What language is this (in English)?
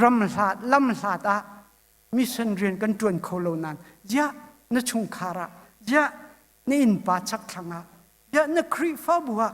Hakha Chin